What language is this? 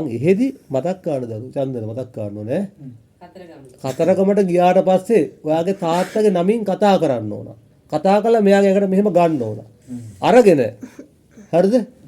Sinhala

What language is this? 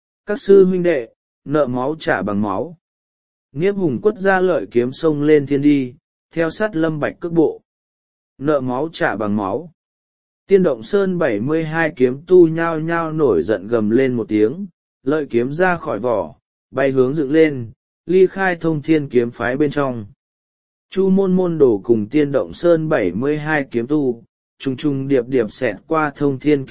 Vietnamese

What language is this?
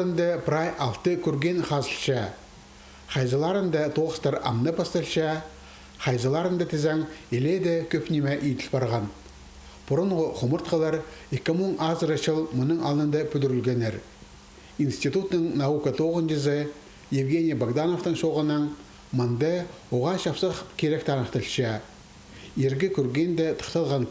Khakas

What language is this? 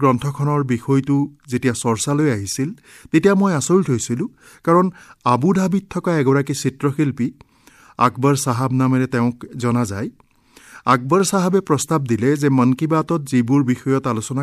Assamese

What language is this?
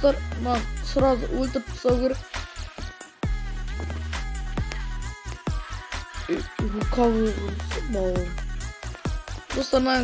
Kazakh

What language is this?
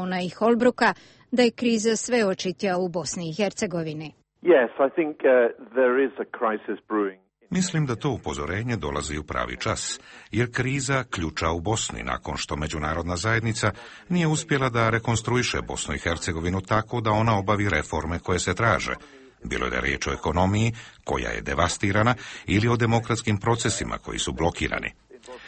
Bosnian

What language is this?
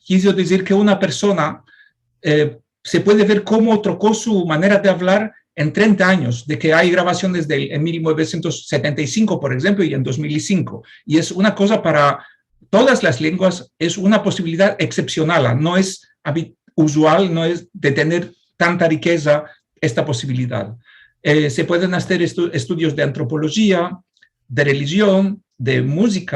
Ladino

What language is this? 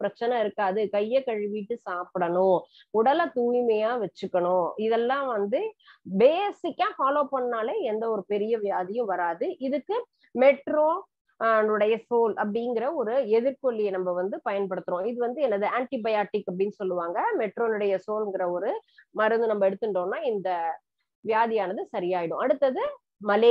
Tamil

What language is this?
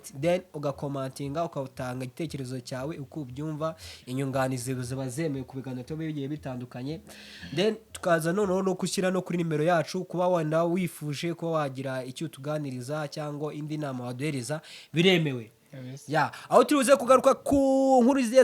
Kinyarwanda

